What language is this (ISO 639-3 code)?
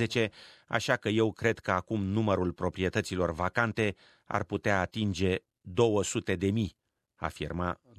ron